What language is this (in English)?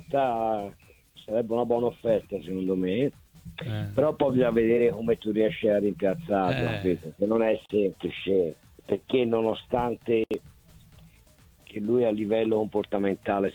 Italian